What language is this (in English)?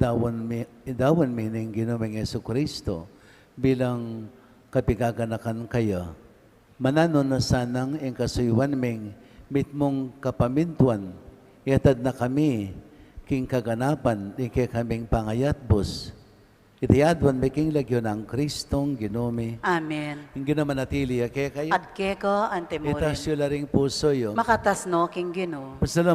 Pampanga